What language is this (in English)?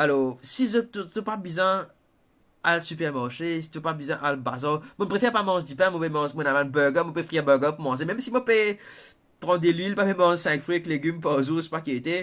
Morisyen